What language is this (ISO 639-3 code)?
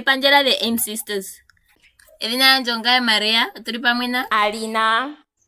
ndo